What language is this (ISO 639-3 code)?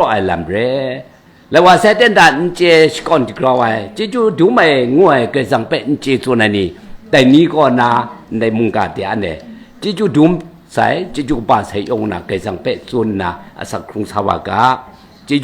kac